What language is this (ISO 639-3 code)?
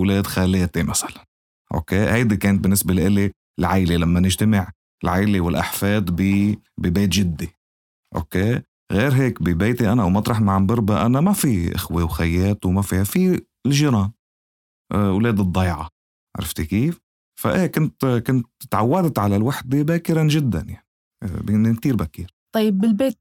apc